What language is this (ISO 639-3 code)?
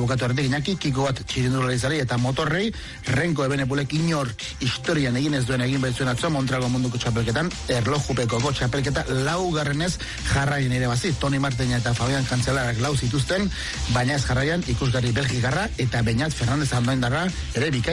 eus